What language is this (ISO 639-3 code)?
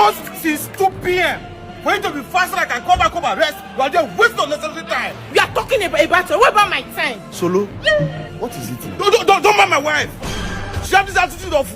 pcm